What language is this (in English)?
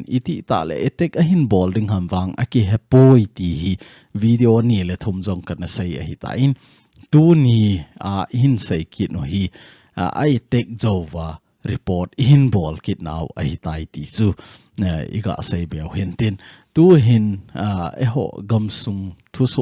Thado Chin